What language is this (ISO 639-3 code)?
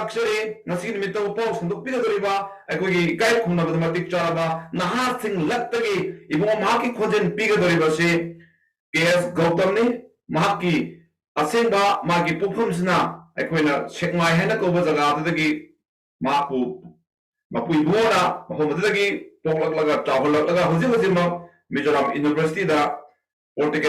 mni